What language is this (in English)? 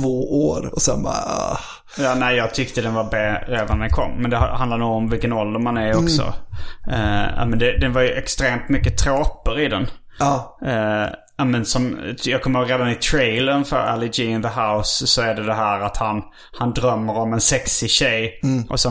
Swedish